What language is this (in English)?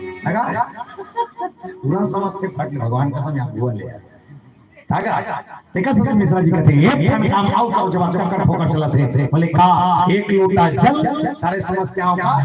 Chhattisgarhi